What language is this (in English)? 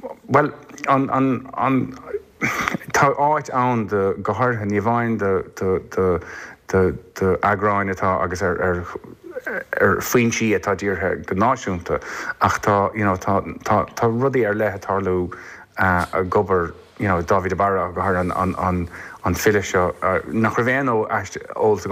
Irish